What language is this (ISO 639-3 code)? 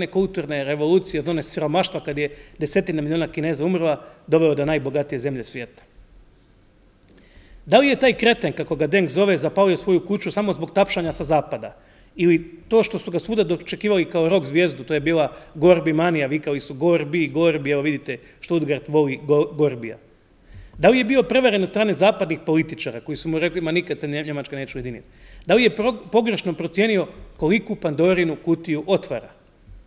hrv